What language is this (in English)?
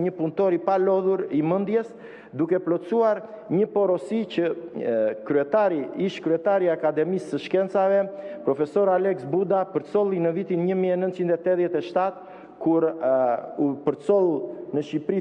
Albanian